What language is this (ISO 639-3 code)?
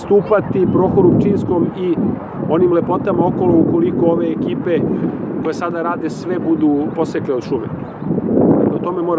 srp